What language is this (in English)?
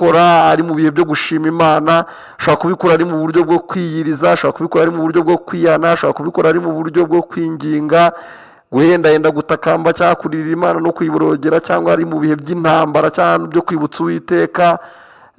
Kinyarwanda